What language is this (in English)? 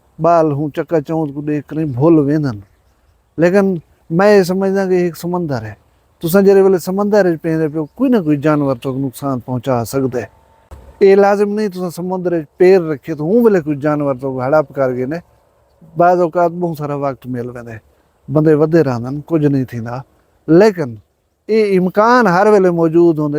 Saraiki